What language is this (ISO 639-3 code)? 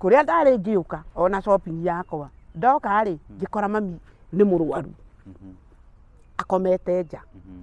kik